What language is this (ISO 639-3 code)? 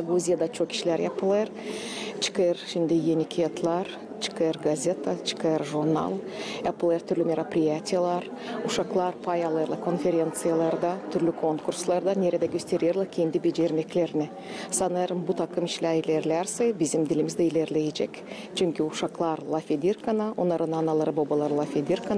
gag